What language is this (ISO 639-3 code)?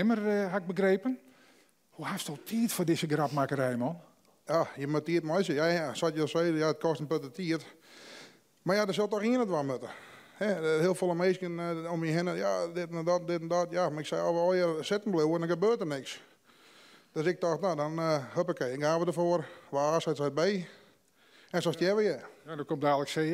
fry